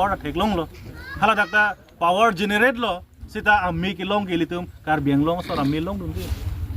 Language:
Karbi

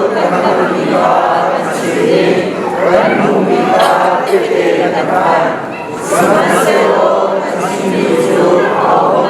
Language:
Hakha Chin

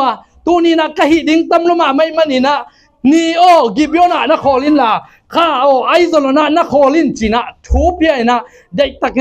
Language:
Tedim Chin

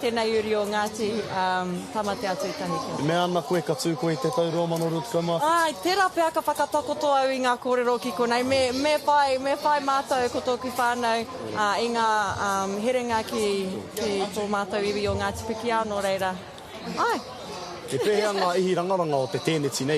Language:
Māori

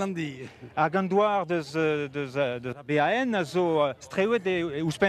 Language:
Breton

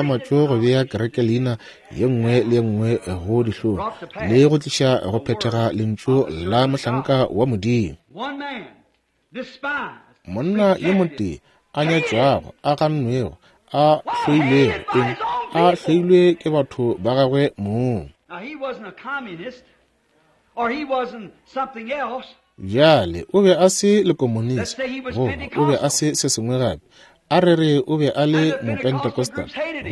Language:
Northern Sotho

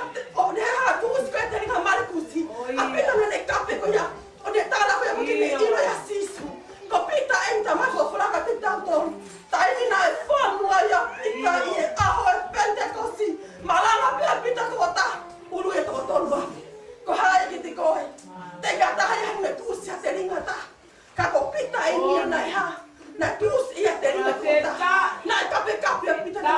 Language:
Tongan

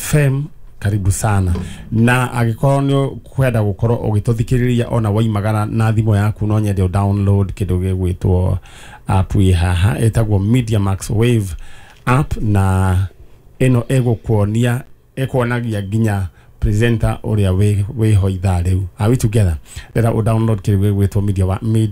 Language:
Kikuyu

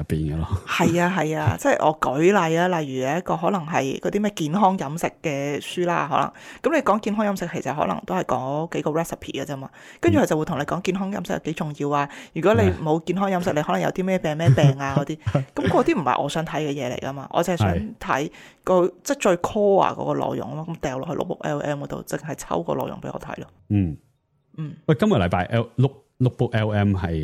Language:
Cantonese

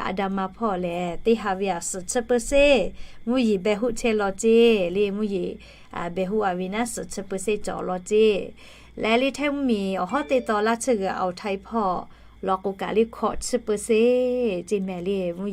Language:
Lahu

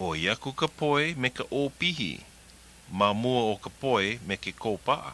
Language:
Hawaiian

